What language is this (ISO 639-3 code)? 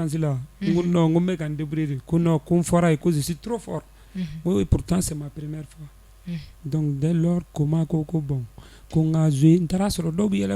bam